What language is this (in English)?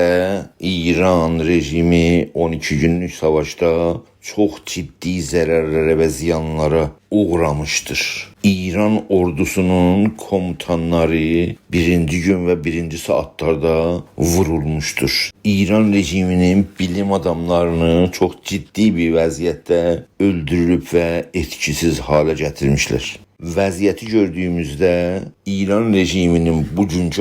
South Azerbaijani